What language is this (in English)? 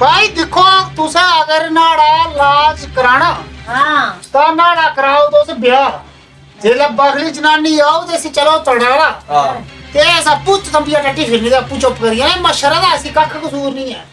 Dogri